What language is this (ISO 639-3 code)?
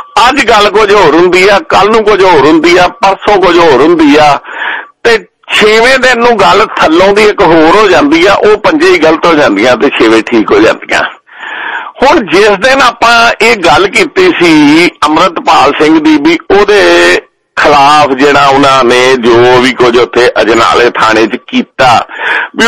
pan